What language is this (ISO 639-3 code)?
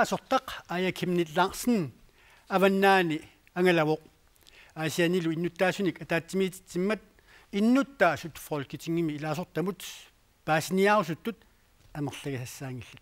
kal